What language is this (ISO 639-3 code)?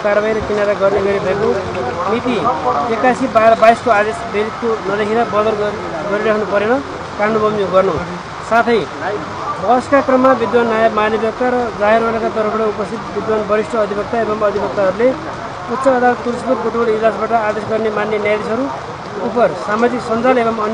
nep